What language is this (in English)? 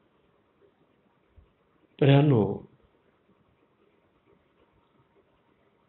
Marathi